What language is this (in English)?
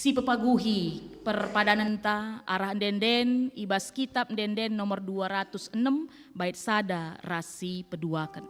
Batak Karo